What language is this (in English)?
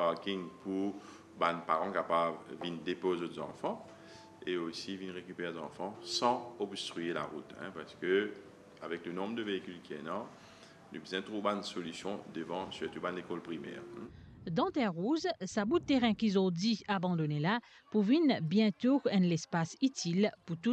Morisyen